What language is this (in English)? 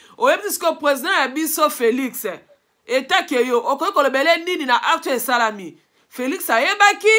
Lingala